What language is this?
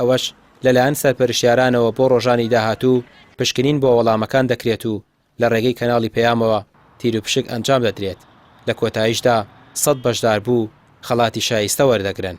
Central Kurdish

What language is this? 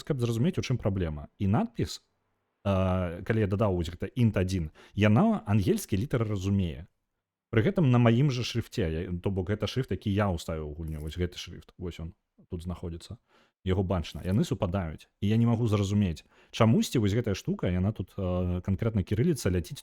Belarusian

